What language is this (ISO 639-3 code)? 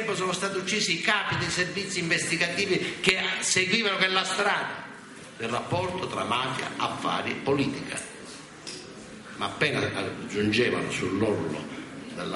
ita